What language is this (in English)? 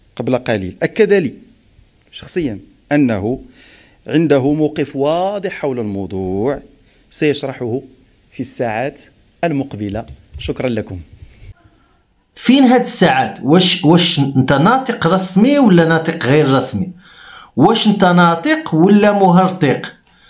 Moroccan Arabic